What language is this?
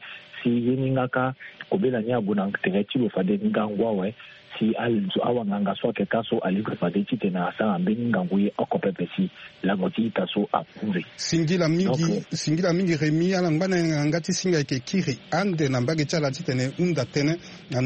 Sango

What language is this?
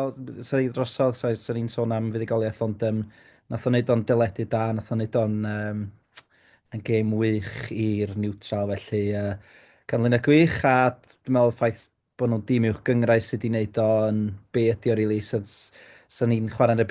Welsh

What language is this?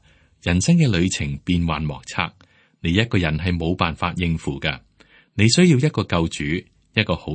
Cantonese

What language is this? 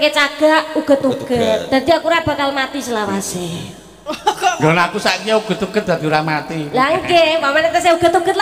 Javanese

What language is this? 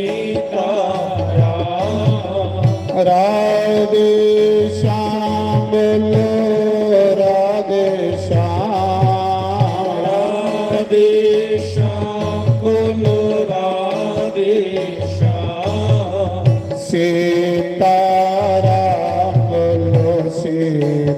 Dogri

